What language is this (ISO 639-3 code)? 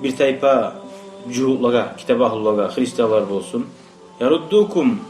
kum